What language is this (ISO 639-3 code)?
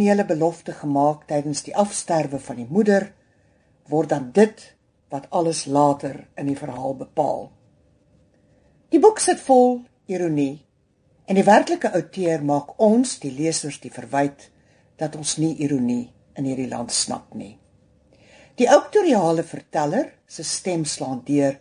afr